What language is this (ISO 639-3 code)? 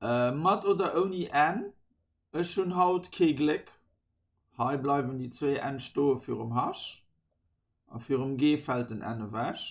ltz